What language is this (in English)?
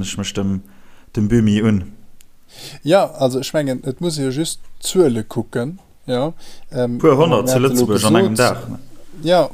Luxembourgish